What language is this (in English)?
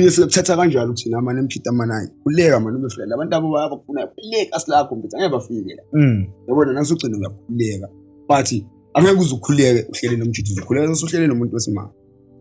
Zulu